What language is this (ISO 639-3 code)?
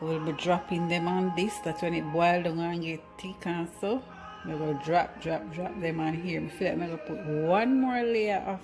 jam